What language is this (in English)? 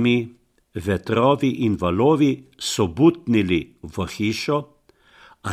Slovenian